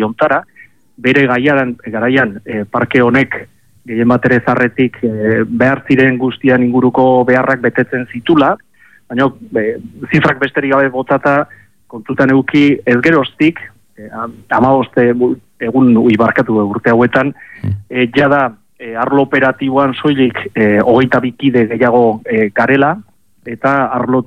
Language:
Basque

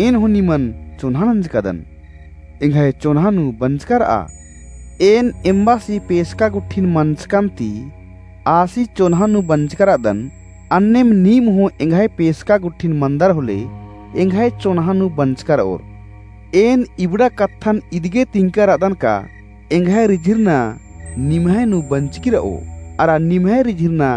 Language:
Kurukh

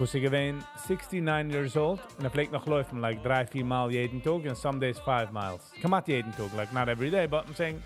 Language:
Yiddish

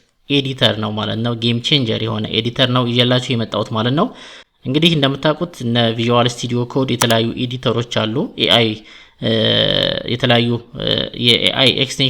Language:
Amharic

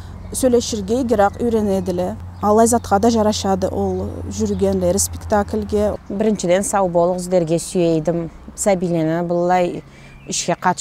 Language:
Karachay-Balkar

